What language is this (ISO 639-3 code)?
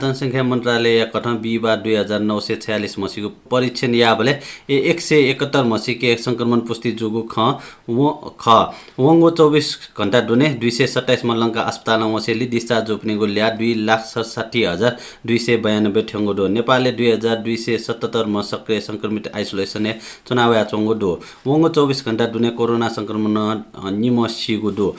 new